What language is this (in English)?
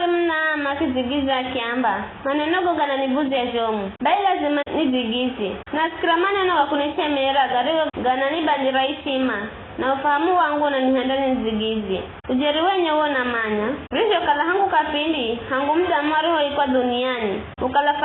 Giryama